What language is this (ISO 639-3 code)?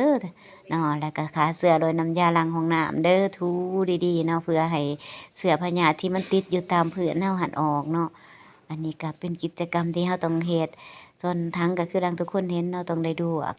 lao